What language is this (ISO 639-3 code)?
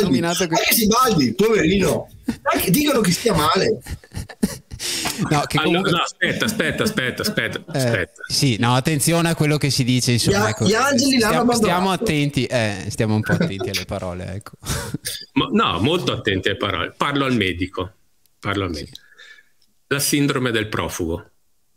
ita